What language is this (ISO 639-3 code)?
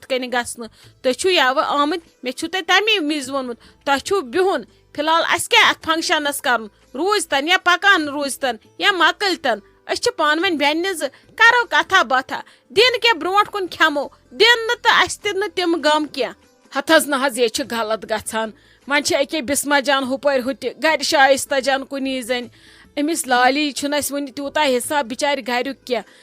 kas